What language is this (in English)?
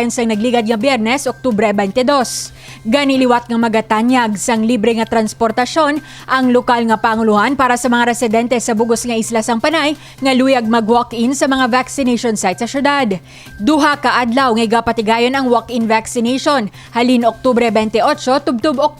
Hiligaynon